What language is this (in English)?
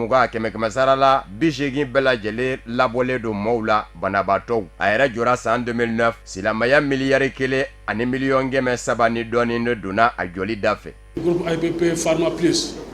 Bambara